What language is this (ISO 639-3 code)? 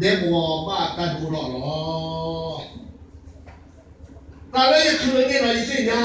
ksw